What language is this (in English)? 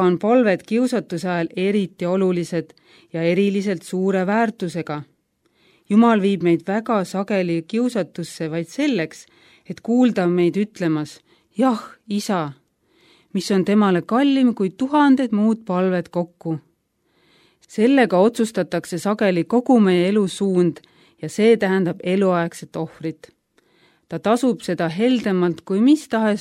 Estonian